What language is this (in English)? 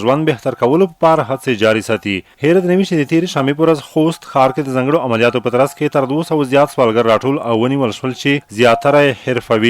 Pashto